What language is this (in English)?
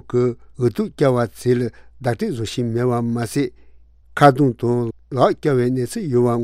Tibetan